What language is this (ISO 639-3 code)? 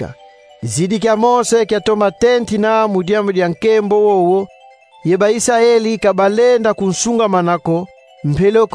kon